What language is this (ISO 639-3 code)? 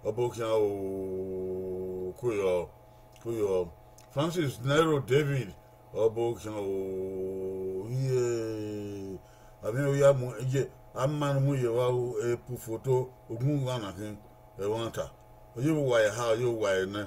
bin